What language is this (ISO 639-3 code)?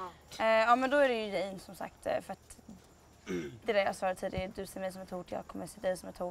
swe